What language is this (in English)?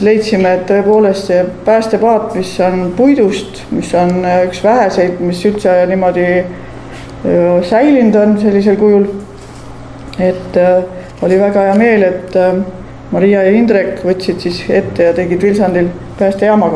Estonian